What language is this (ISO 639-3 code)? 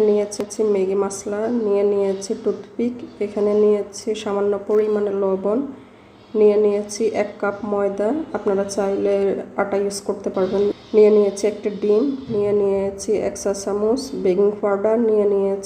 ben